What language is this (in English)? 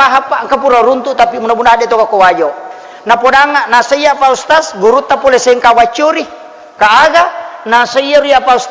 Buginese